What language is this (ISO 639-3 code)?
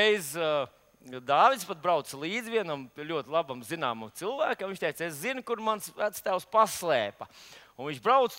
lav